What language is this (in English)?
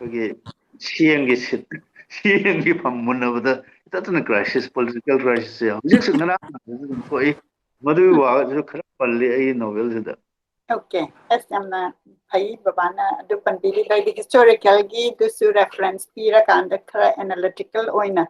Manipuri